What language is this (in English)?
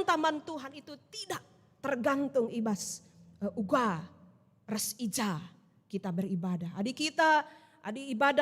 Batak Karo